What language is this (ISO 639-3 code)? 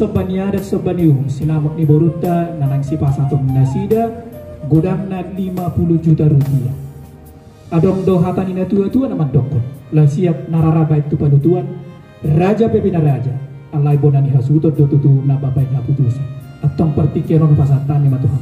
bbc